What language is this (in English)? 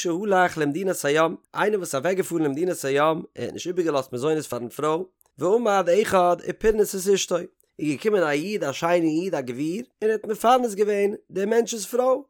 Yiddish